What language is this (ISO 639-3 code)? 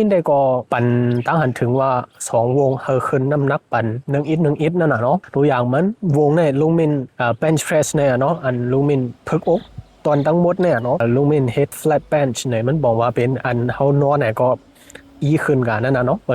shn